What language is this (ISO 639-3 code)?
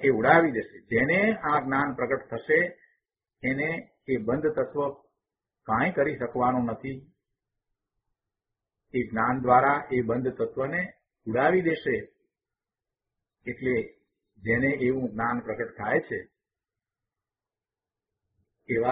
guj